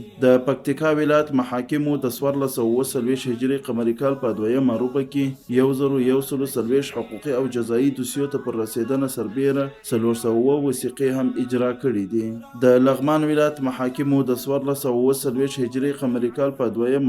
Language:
Pashto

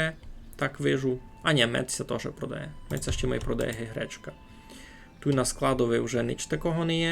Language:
Rusyn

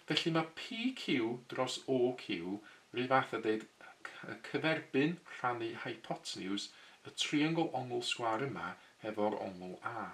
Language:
Welsh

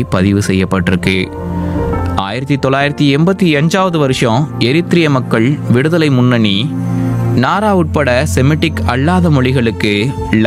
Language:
Tamil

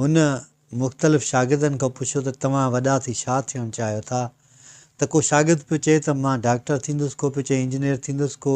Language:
Sindhi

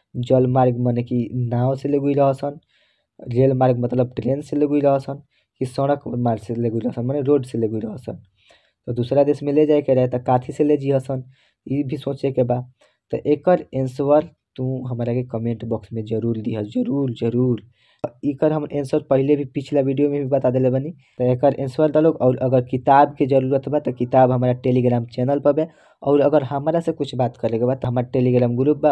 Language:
Bhojpuri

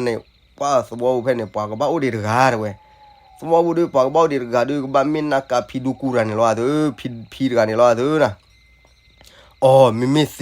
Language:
S'gaw Karen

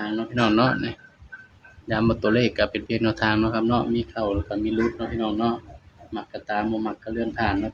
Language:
Northeastern Thai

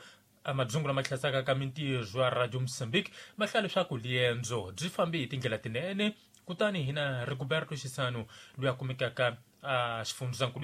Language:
Tsonga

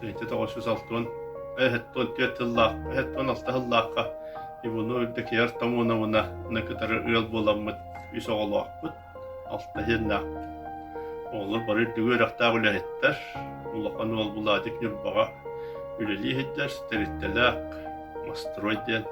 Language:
Yakut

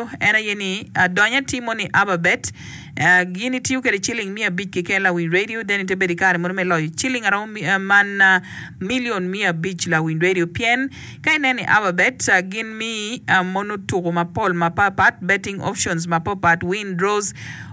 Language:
Acoli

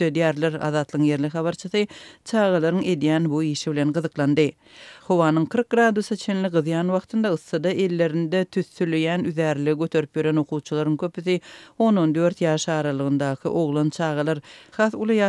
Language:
Turkmen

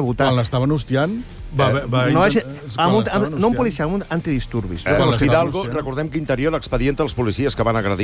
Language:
Catalan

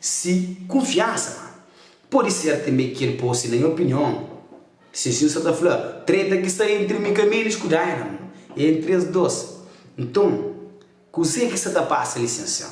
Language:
Kabuverdianu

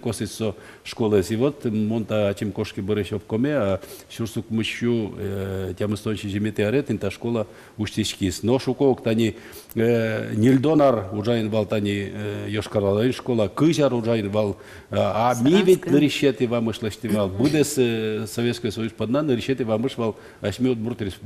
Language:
Udmurt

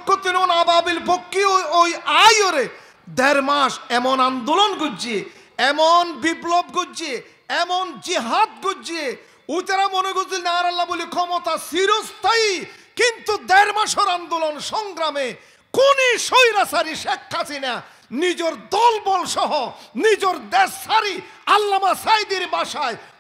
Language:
Rohingya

